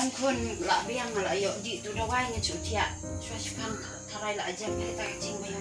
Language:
Khasi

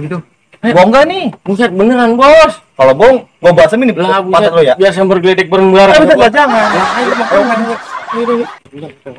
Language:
Betawi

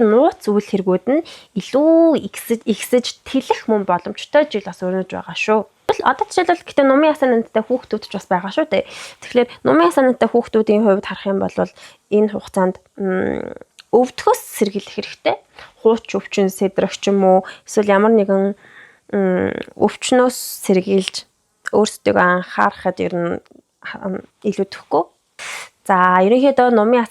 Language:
Mongolian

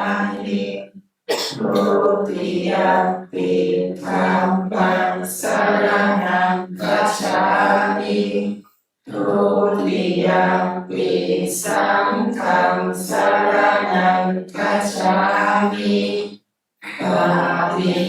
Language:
Pali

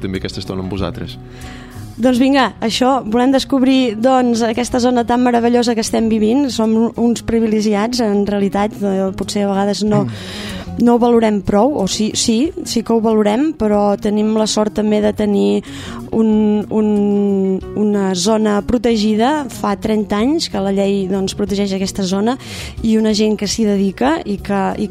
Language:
Catalan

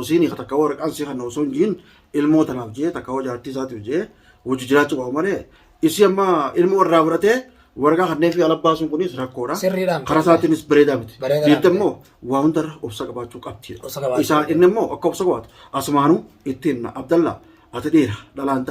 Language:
Oromo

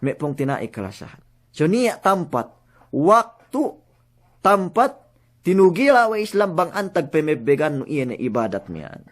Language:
Yakan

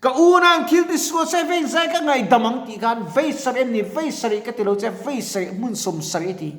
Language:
Mizo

